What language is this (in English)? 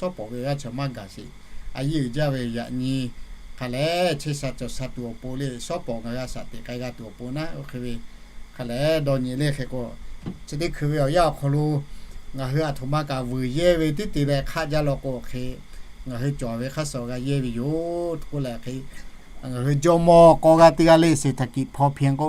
Lahu